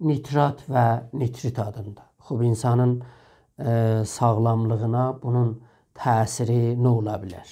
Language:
South Azerbaijani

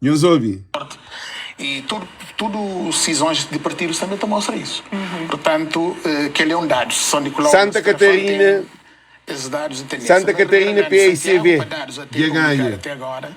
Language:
Kabuverdianu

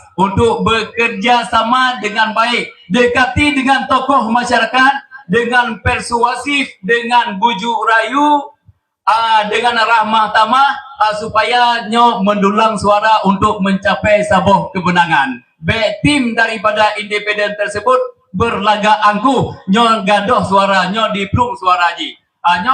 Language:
Achinese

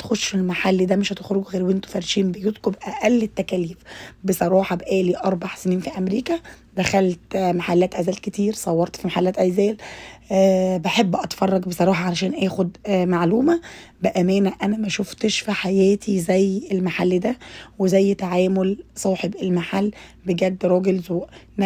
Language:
Egyptian Arabic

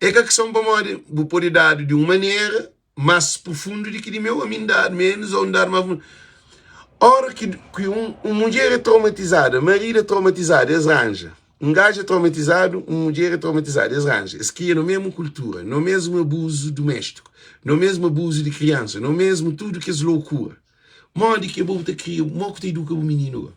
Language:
Kabuverdianu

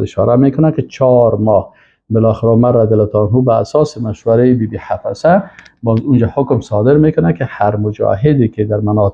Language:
Persian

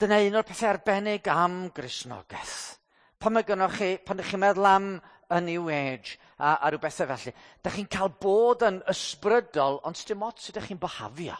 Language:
Welsh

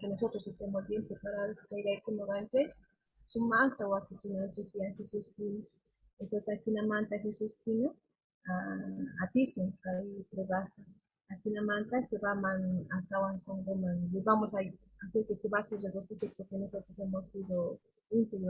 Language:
Quechua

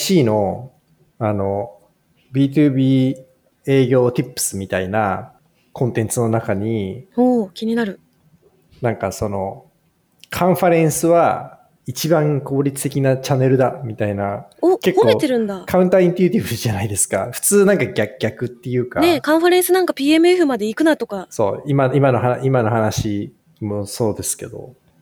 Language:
Japanese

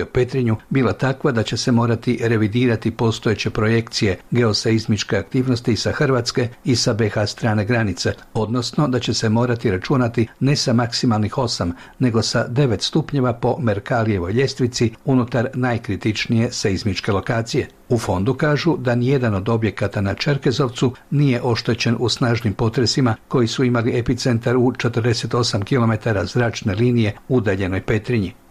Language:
Bosnian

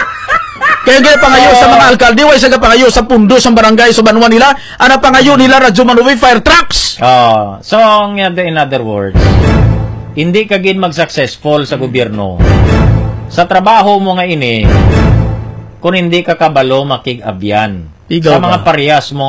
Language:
Hiligaynon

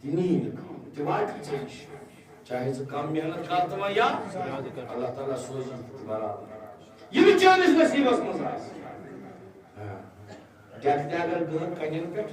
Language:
Kashmiri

